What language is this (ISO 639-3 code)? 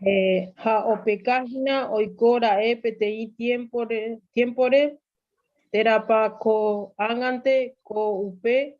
grn